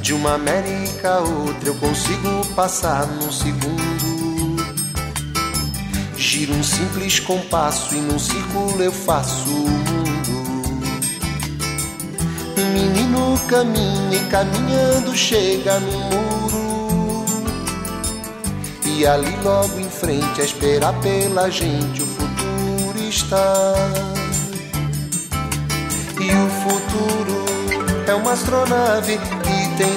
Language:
Portuguese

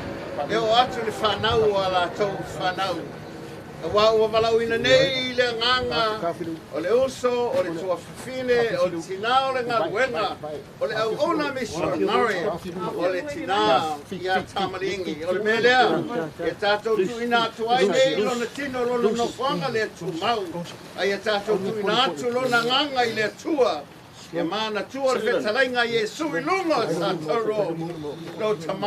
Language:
Samoan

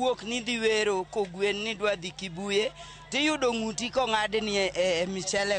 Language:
Luo (Kenya and Tanzania)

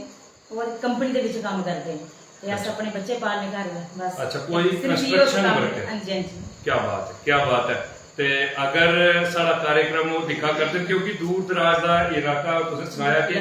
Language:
Dogri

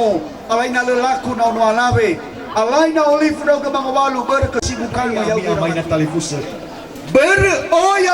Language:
Nias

